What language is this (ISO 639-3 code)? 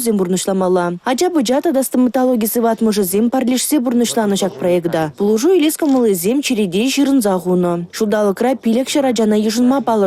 chv